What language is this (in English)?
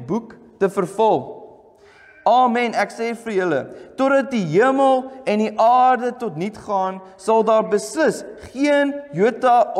Afrikaans